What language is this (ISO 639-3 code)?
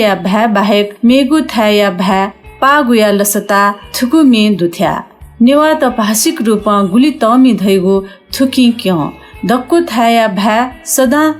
new